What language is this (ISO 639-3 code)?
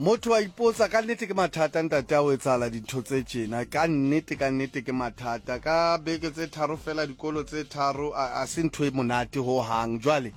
sot